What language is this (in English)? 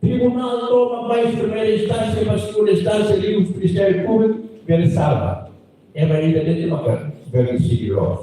Tetum